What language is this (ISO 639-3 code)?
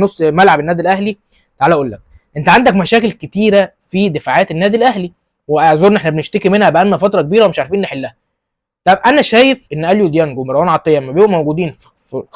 arz